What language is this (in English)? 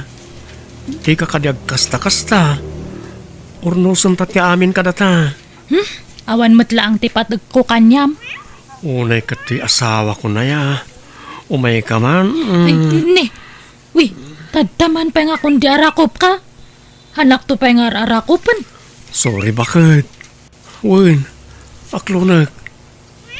Iloko